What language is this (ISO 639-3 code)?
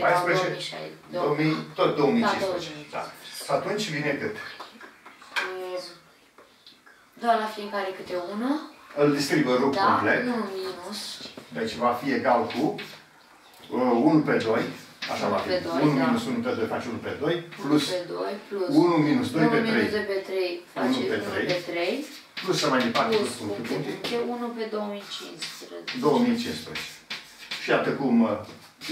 ron